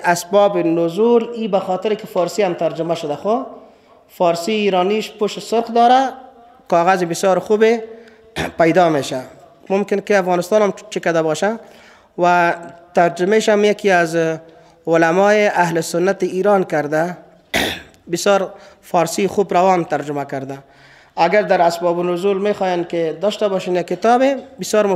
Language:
Persian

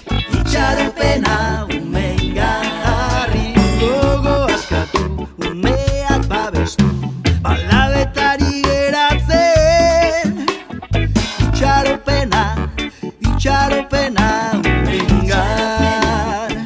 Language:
Basque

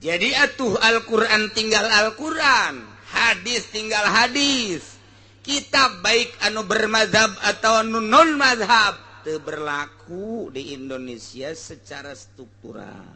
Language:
Sundanese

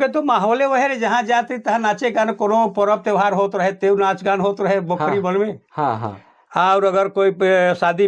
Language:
Sadri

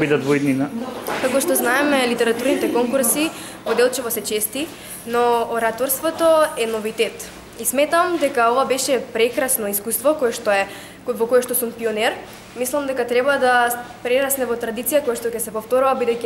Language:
Macedonian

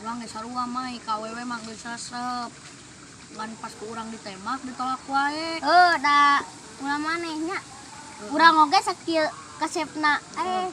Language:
Sundanese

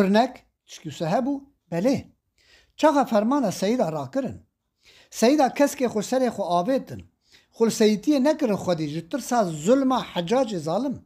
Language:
Kurdish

